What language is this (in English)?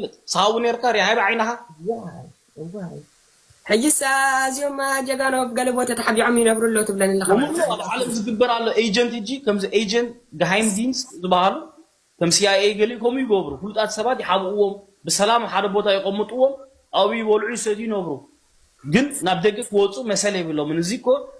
Tigrinya